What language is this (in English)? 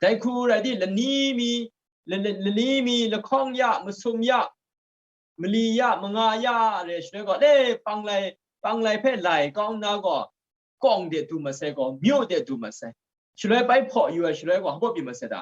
Kachin